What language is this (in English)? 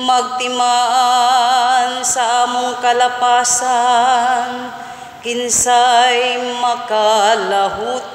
Cebuano